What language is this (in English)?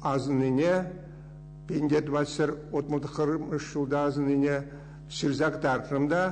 Chuvash